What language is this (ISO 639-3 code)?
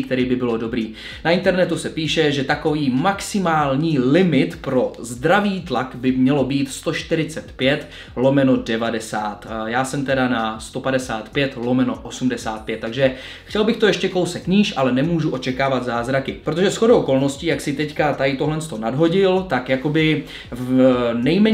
ces